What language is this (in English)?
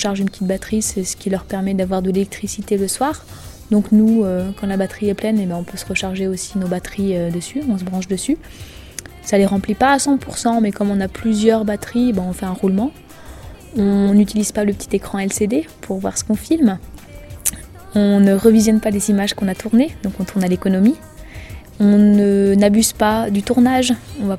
French